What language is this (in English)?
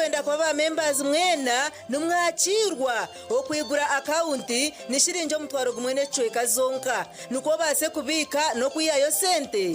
Nyankole